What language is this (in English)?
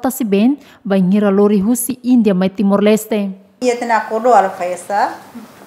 Tetum